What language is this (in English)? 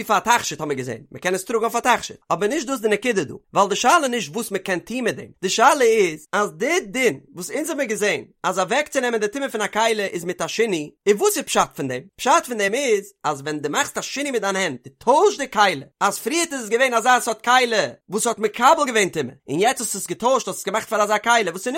Yiddish